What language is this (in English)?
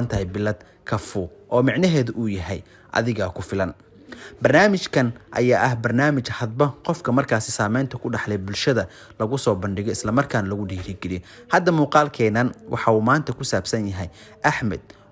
Somali